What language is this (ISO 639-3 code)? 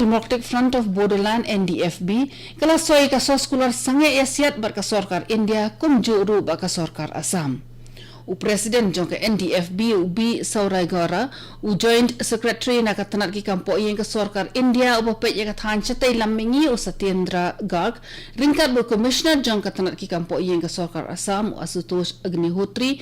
kha